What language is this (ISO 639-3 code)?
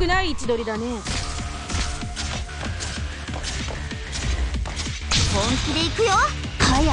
jpn